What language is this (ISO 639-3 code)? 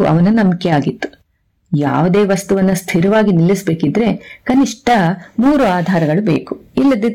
kan